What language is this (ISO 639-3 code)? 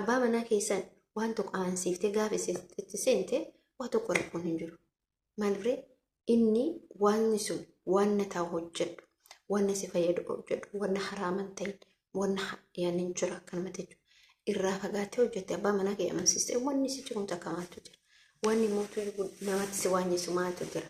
orm